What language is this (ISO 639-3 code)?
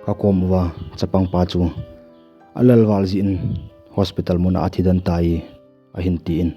tcz